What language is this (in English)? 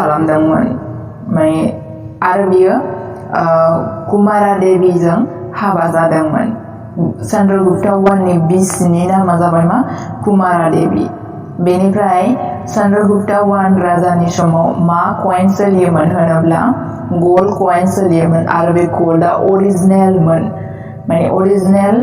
Bodo